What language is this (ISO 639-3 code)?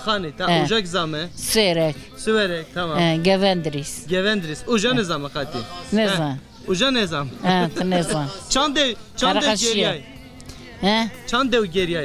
zza